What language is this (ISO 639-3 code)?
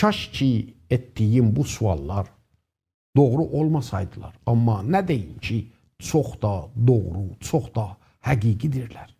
azb